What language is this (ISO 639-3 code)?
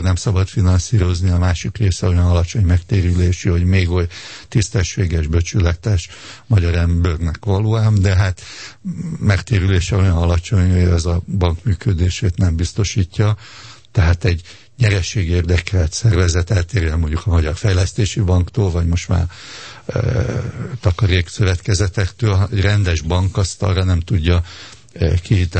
hun